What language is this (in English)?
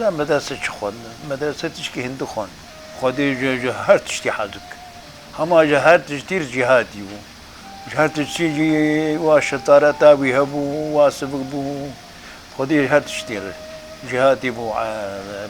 Kurdish